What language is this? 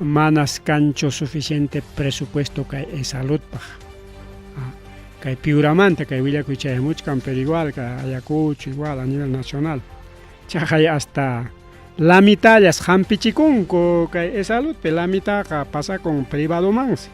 Ayacucho Quechua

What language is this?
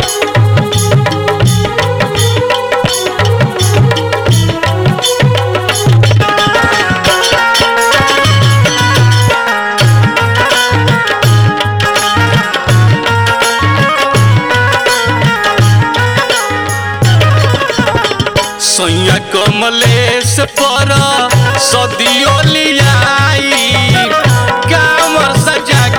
Bhojpuri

